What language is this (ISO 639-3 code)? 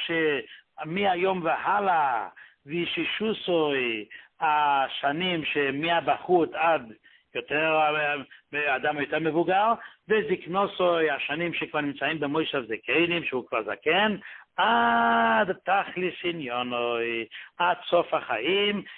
heb